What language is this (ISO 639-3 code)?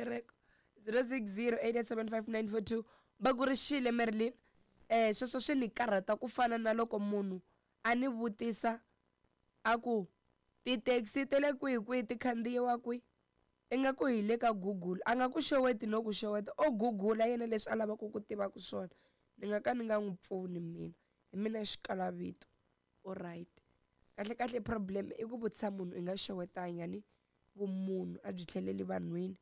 tso